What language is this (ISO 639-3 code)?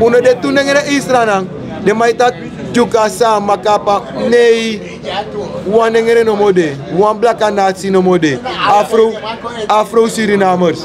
srn